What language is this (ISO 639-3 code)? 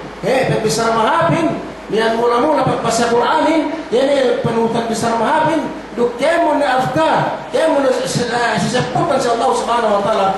yka